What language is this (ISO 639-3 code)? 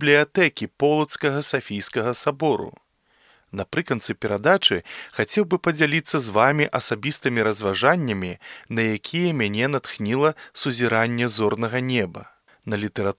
bel